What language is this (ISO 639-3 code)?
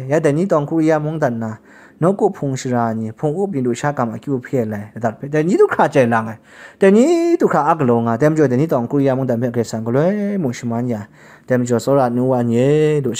kac